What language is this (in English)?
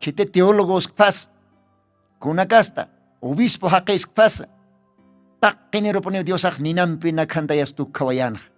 Aymara